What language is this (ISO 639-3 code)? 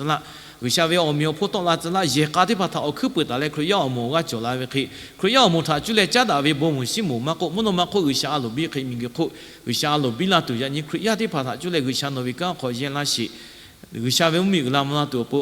lhu